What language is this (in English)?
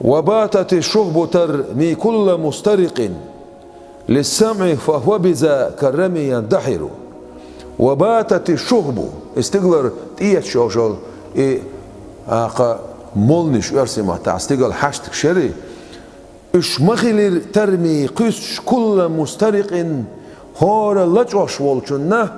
Chechen